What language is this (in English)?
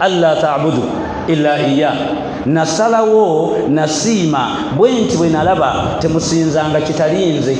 Ganda